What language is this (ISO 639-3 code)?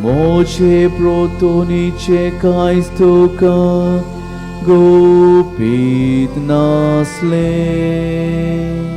kok